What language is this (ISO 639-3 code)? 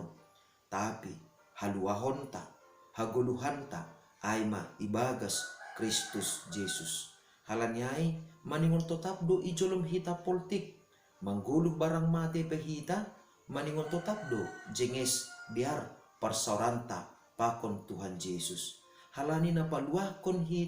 bts